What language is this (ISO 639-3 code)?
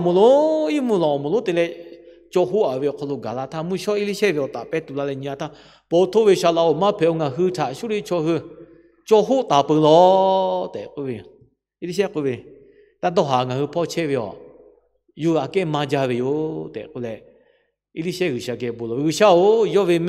lhu